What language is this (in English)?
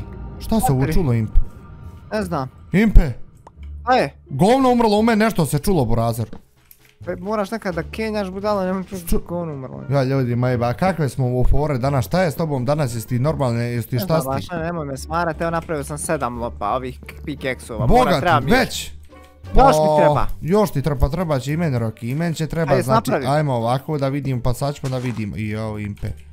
Bosnian